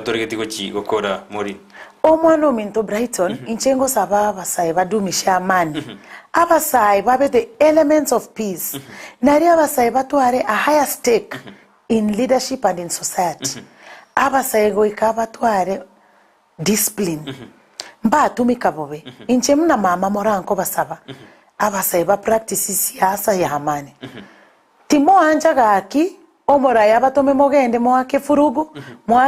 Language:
Gusii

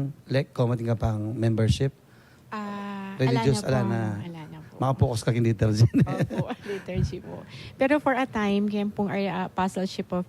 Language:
Pampanga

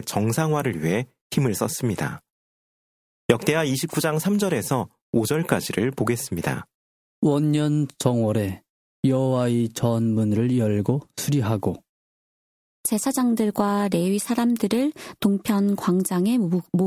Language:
Korean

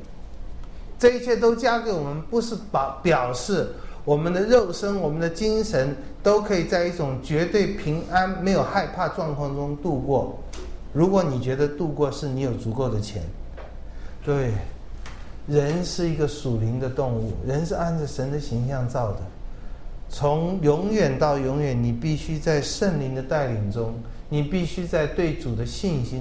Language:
Chinese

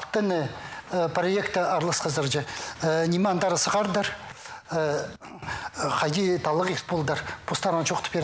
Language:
Khakas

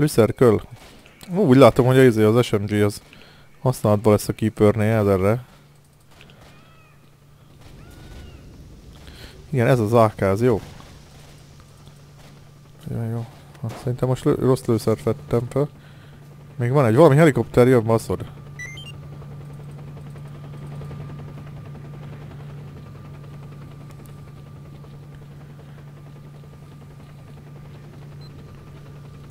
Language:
Hungarian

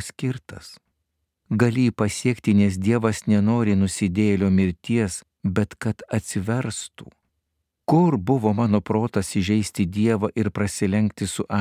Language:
Lithuanian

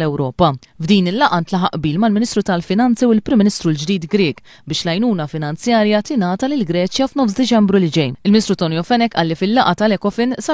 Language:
Maltese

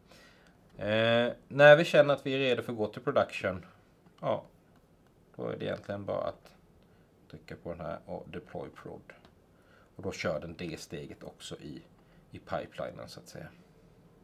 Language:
Swedish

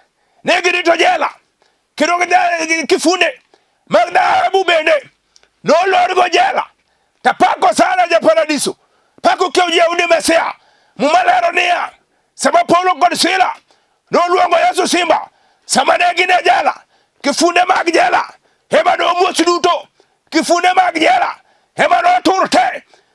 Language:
Luo (Kenya and Tanzania)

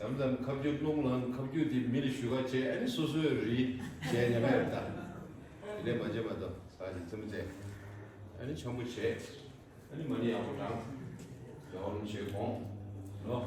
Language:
Tibetan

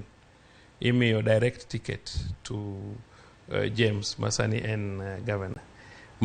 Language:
Luo (Kenya and Tanzania)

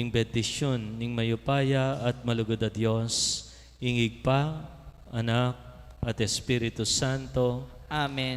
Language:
Pampanga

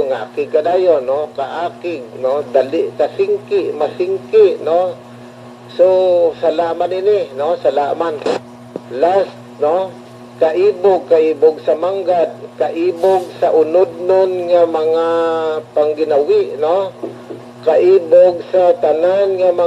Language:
Hiligaynon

